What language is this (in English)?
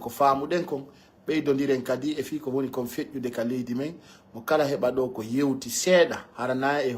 Pular